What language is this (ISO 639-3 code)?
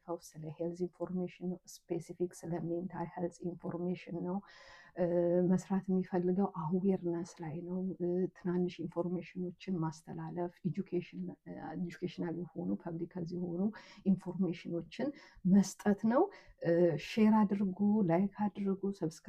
amh